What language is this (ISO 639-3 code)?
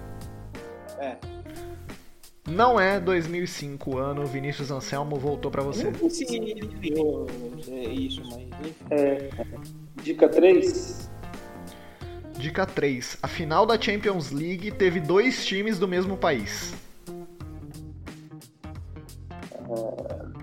por